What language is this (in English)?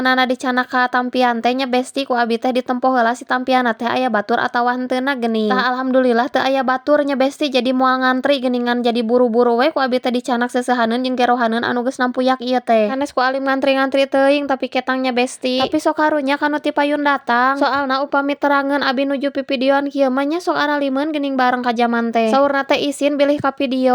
Sundanese